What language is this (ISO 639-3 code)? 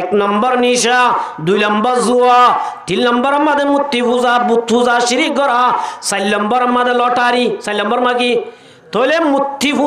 rhg